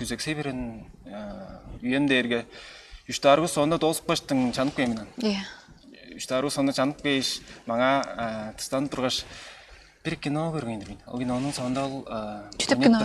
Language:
Tuvinian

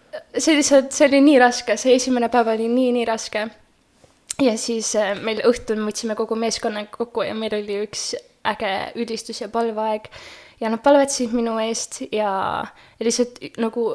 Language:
Estonian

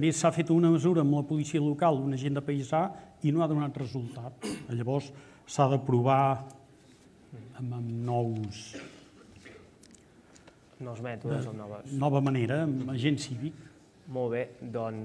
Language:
Catalan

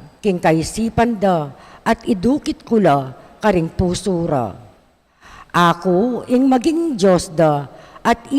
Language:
Pampanga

